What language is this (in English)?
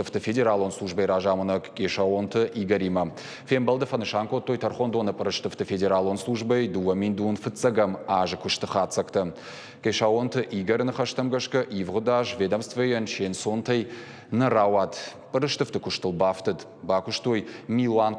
Ossetic